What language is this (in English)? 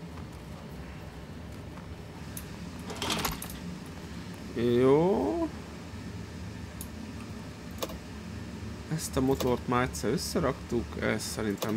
Hungarian